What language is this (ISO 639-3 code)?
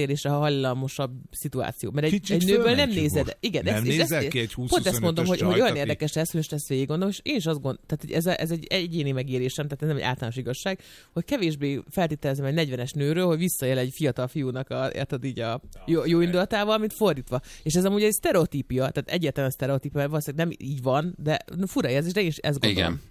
hun